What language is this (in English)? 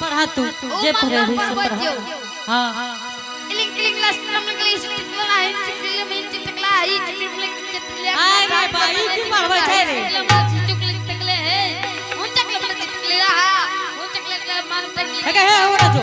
Angika